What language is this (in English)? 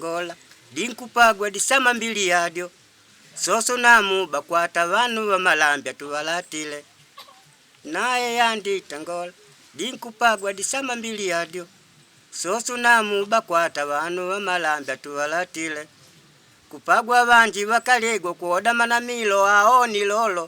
Makonde